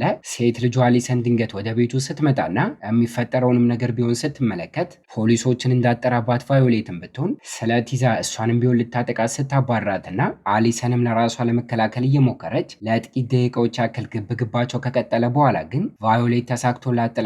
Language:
Amharic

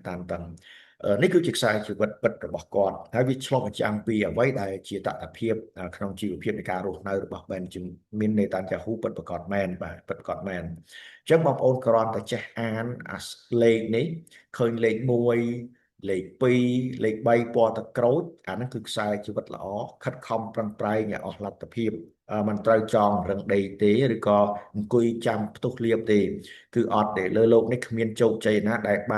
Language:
Khmer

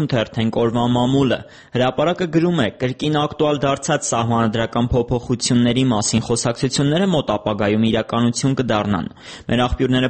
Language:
Armenian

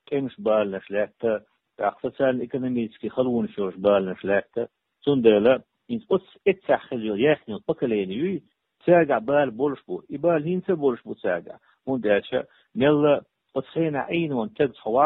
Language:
Chechen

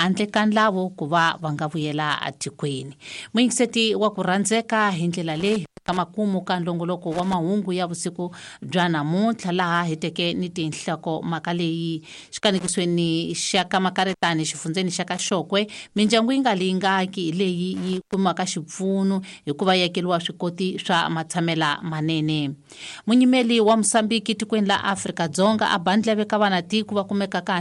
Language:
Tsonga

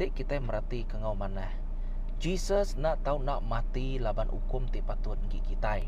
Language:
Iban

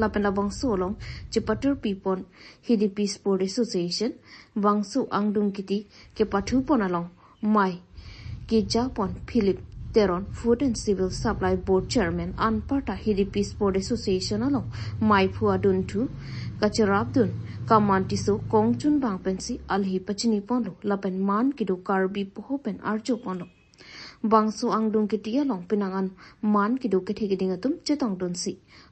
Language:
Karbi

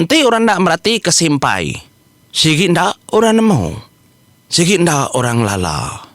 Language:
Iban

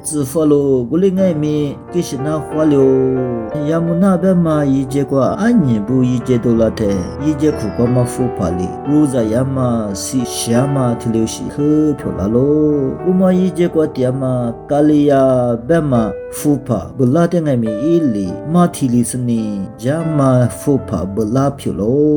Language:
Lisu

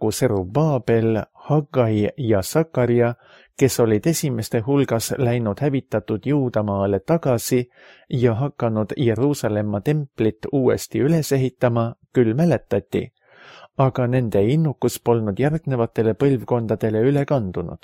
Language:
Estonian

